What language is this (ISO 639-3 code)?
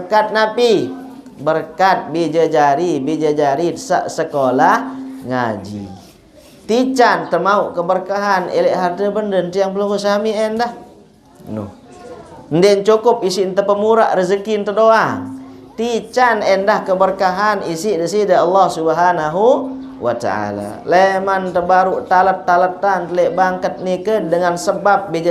sas